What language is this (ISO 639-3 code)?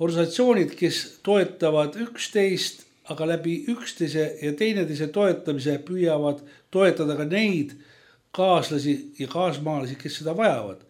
est